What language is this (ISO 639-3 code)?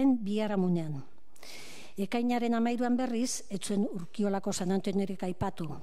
eus